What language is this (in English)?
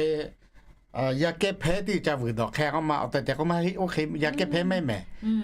Lahu